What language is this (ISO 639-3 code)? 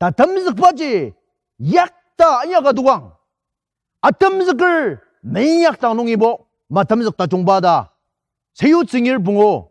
njo